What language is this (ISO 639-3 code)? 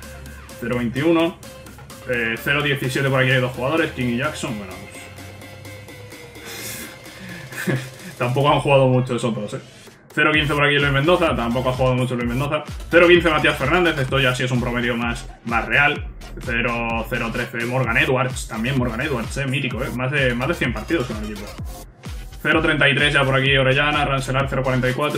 spa